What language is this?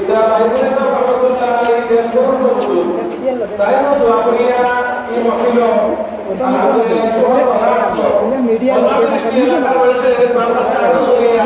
Sylheti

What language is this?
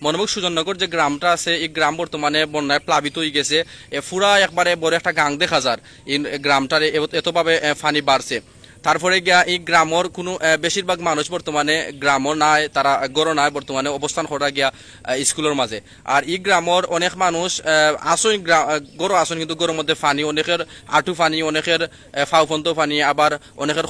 Sylheti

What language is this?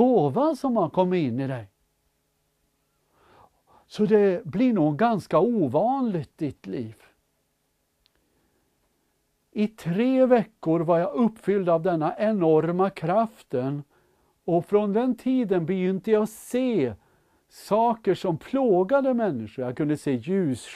Swedish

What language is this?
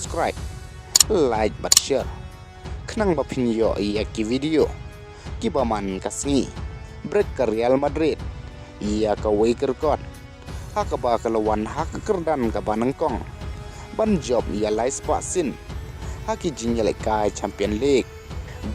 Khasi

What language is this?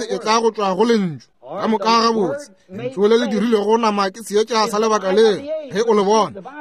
Northern Sotho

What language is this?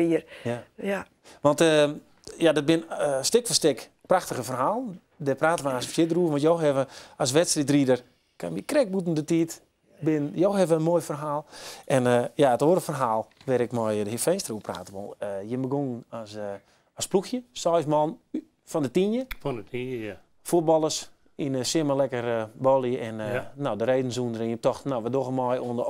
Western Frisian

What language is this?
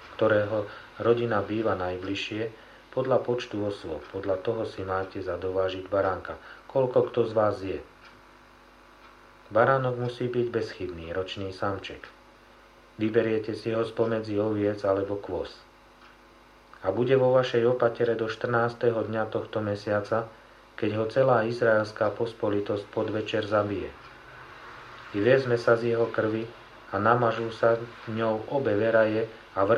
Slovak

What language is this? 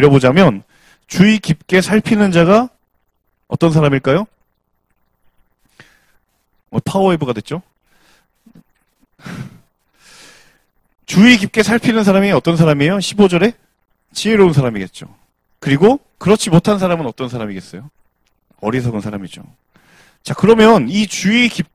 Korean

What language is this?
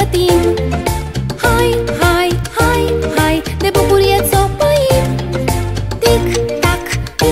Romanian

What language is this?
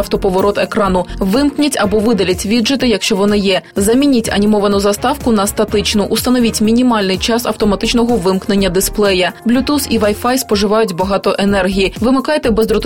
Ukrainian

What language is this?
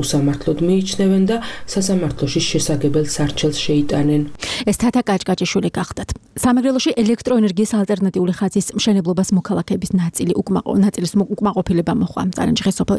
Georgian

